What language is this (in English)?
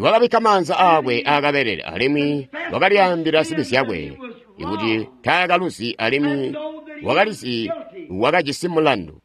Tonga (Zambia)